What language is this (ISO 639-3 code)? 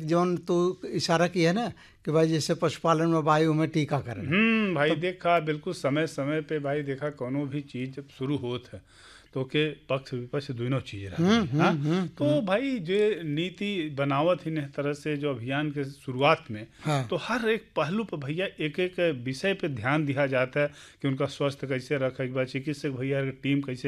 bho